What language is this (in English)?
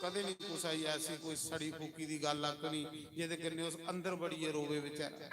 Dogri